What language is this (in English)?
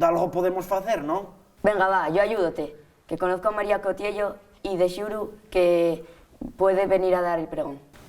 Asturian